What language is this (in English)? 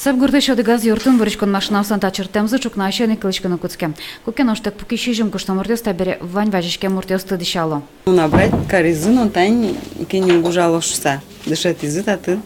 Udmurt